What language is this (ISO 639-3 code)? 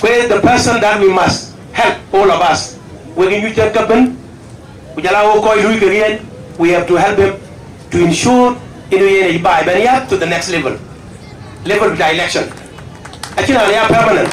din